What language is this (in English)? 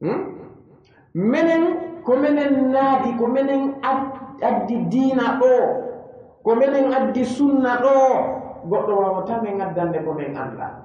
Pular